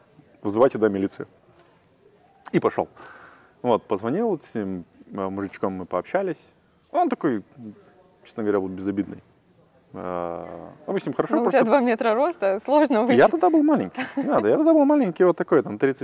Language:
Russian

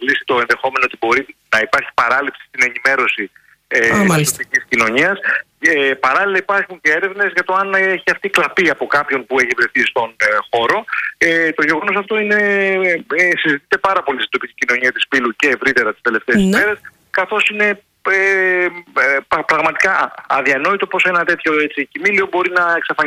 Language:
Greek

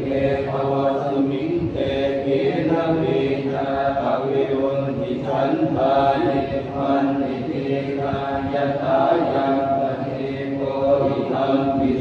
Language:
Pali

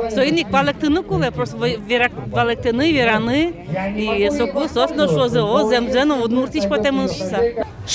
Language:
Udmurt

